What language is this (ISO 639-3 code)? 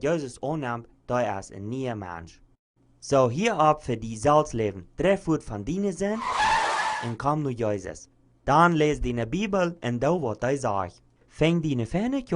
pdt